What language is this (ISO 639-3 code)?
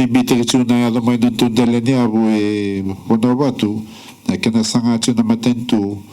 fij